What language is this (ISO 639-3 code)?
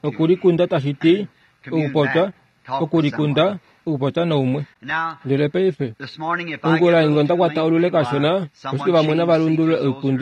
kua